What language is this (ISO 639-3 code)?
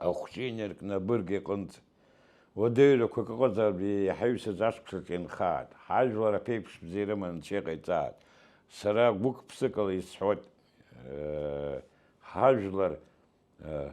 abk